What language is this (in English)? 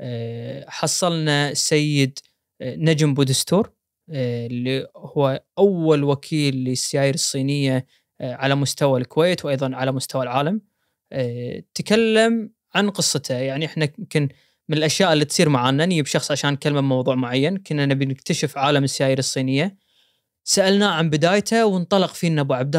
Gulf Arabic